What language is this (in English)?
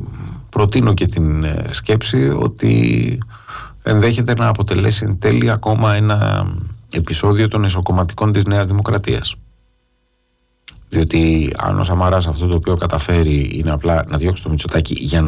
Greek